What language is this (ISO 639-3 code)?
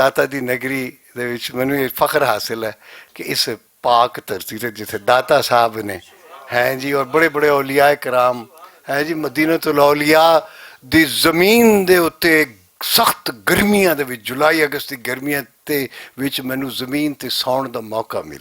lah